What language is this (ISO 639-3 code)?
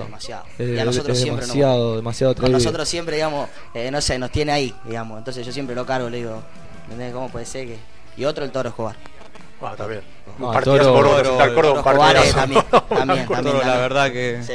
spa